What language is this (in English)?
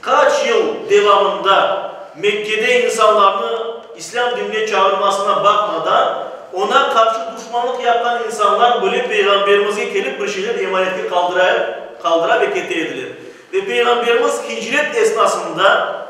Crimean Tatar